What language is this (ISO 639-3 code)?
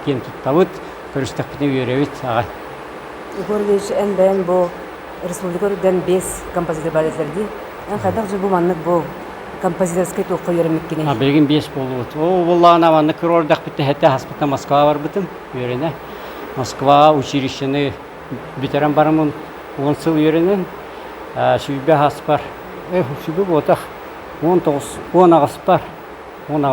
sah